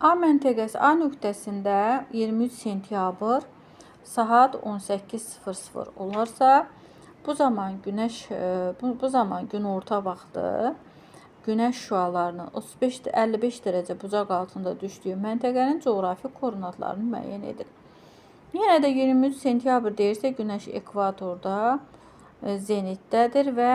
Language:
Azerbaijani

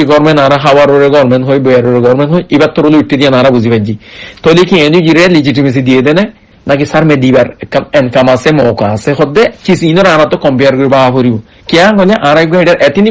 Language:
Rohingya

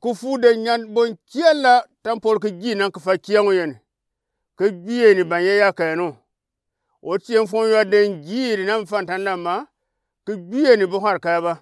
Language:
Gourmanchéma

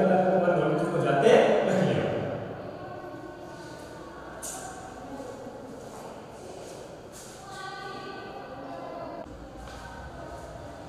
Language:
Gujarati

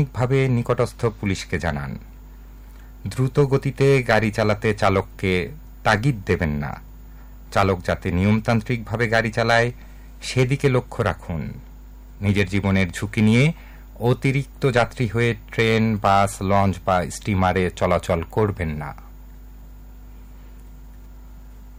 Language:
Bangla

